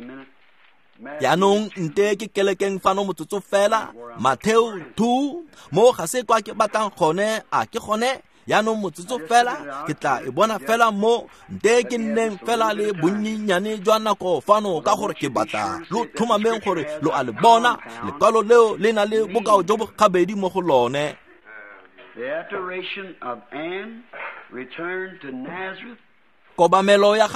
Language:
Tswana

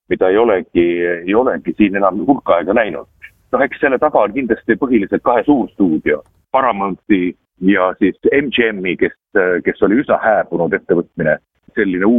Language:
Estonian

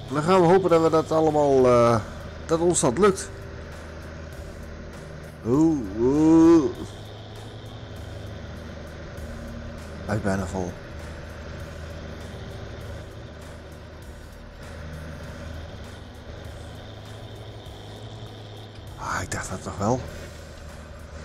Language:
Dutch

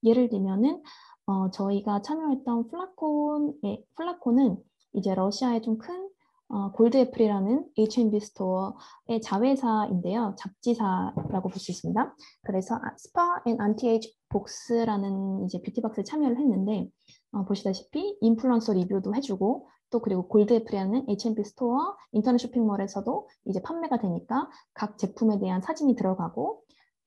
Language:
Korean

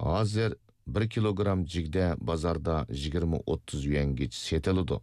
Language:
Uyghur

